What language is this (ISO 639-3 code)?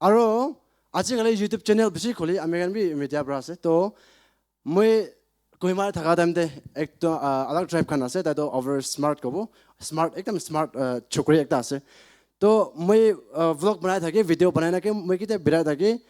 nag